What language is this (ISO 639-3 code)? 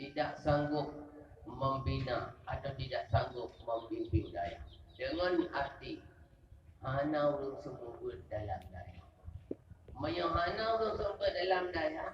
ace